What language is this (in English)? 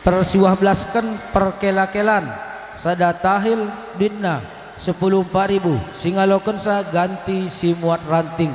Batak Karo